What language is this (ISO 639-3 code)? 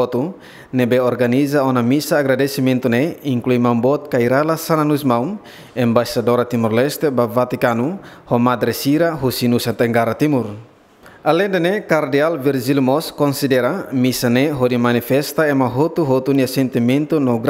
tet